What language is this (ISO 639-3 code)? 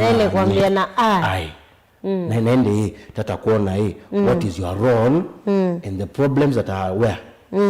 kam